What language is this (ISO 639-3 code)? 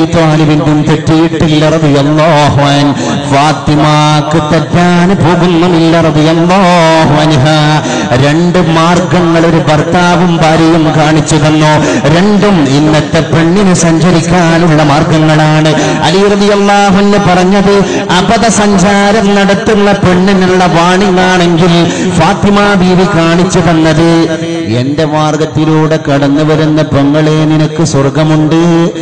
mal